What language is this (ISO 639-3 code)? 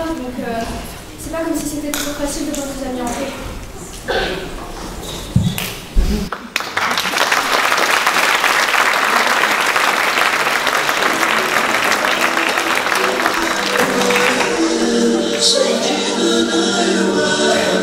fra